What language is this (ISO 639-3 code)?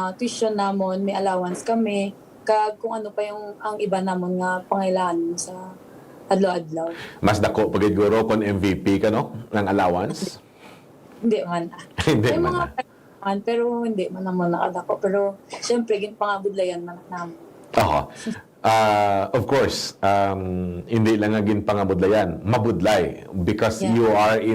hil